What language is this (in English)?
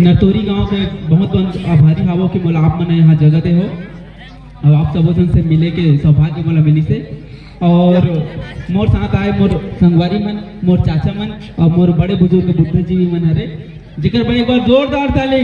Chhattisgarhi